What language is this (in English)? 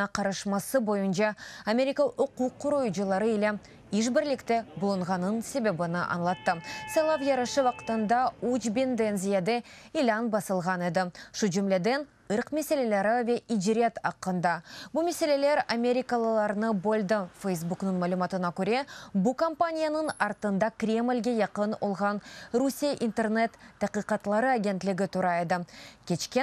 Crimean Tatar